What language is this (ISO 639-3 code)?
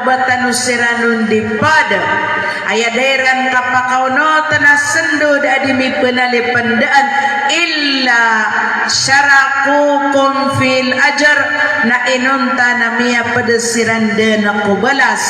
mrw